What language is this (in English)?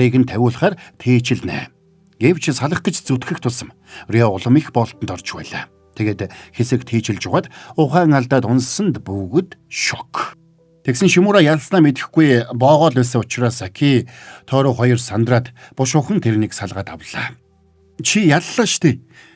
Mongolian